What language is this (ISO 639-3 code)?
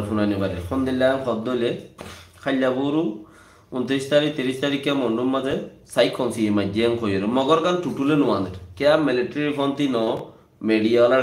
rhg